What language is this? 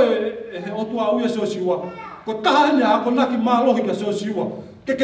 Tongan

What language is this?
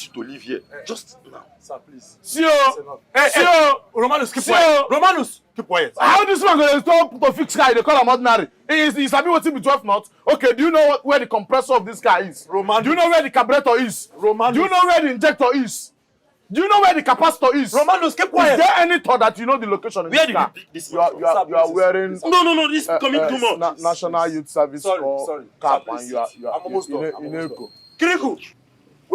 Nigerian Pidgin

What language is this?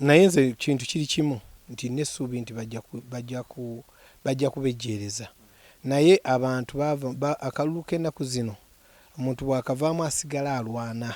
Ganda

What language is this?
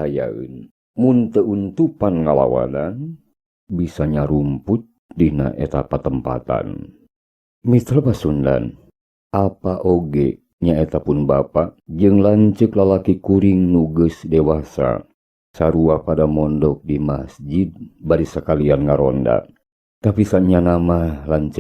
Sundanese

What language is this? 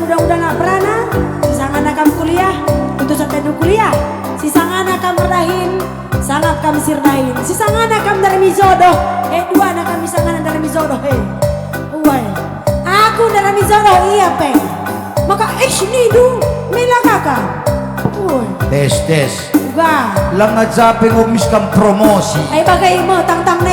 Batak Karo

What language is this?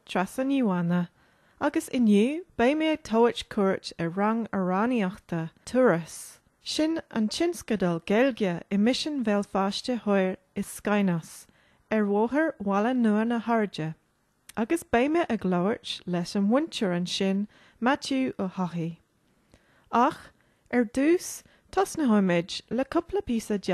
Irish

